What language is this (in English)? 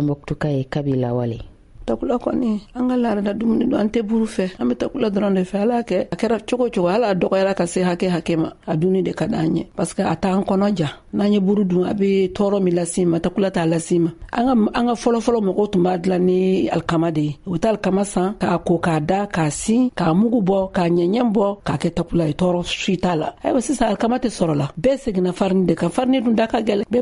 Bambara